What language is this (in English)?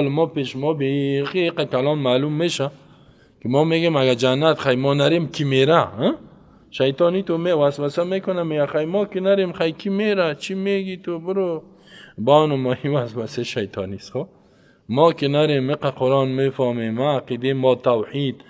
Persian